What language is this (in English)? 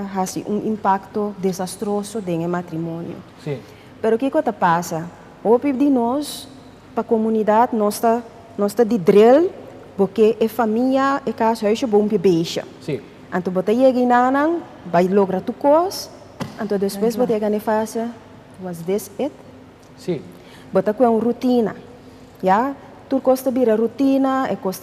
Papiamento